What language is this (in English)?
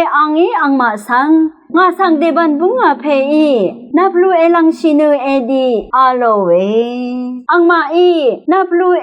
Rawang